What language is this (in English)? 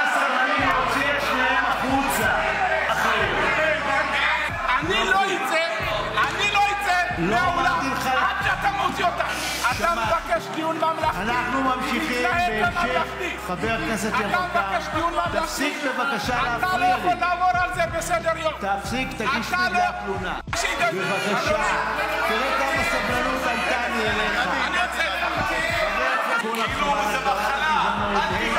Hebrew